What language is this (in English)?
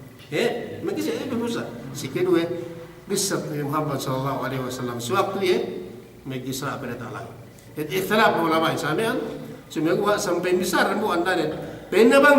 Yakan